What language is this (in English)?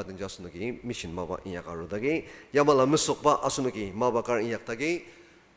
Ao Naga